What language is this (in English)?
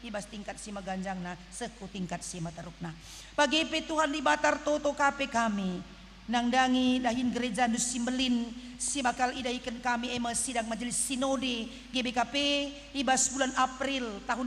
Batak Karo